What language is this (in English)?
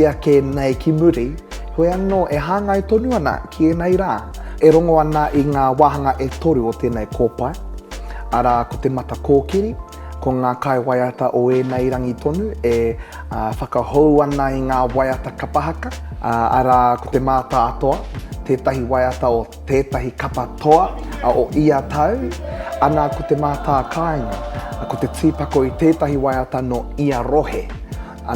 Māori